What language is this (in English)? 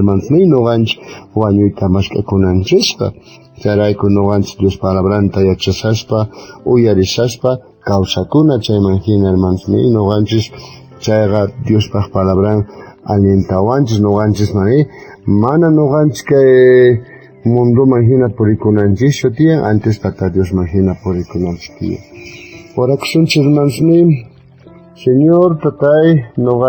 South Bolivian Quechua